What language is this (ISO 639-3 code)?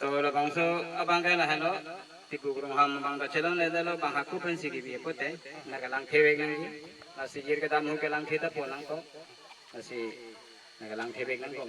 mjw